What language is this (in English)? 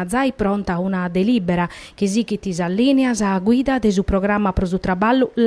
Sardinian